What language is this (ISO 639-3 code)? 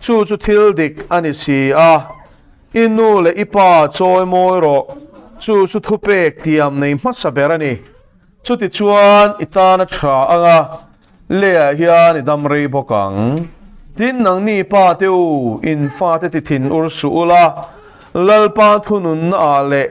lus